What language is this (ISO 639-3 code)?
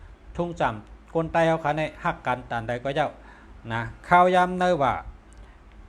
shn